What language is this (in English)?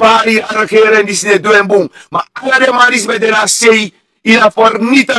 Sranan Tongo